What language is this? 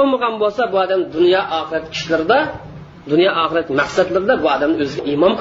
Uyghur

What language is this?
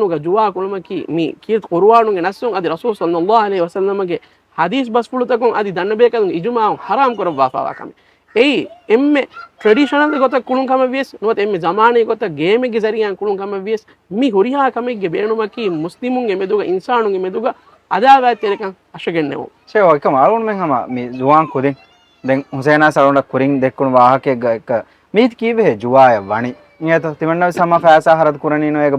Divehi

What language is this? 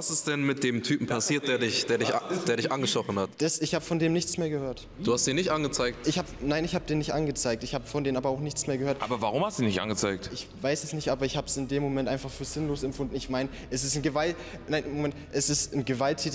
German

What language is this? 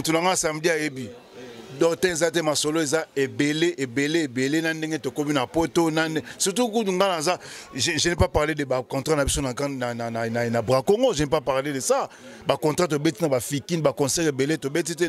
Lingala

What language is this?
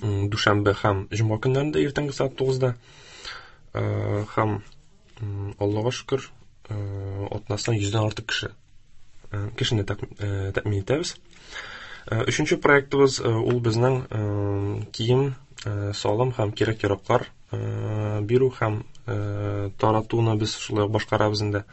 Tatar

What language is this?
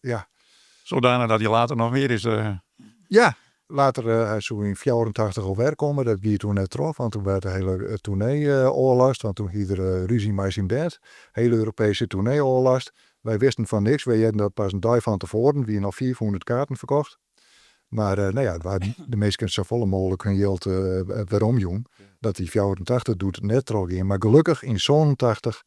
Western Frisian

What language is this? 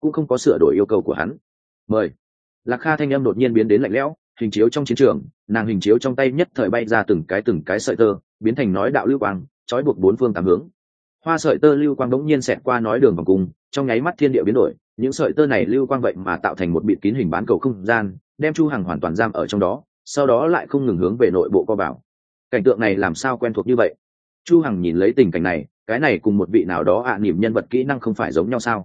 Vietnamese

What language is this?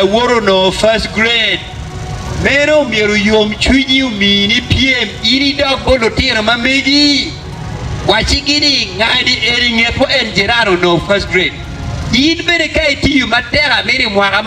Acoli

